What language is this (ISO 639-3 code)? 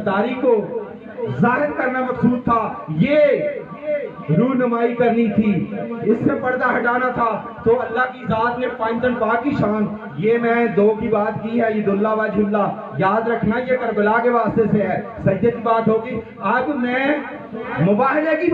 urd